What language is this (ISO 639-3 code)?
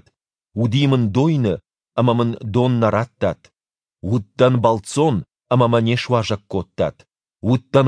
oss